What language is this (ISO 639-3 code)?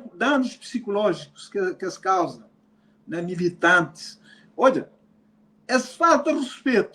kea